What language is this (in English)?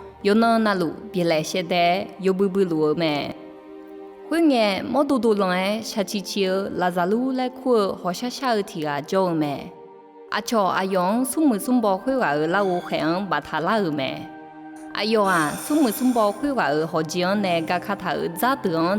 Akha